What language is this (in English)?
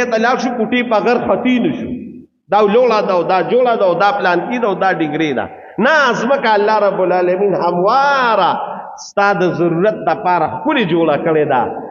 Pashto